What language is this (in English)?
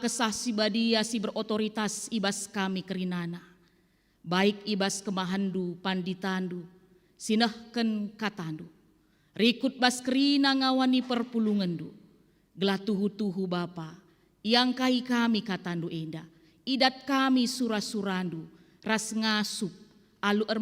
Batak Karo